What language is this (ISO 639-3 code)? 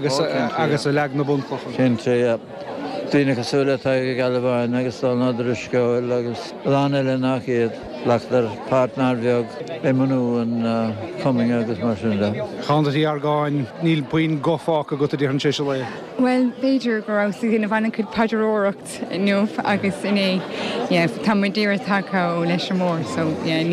gle